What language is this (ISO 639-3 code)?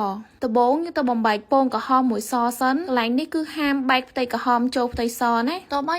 khm